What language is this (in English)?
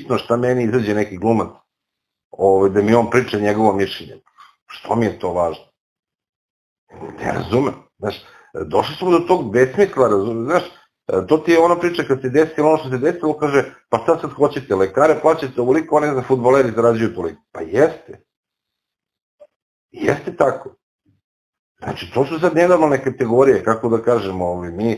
Serbian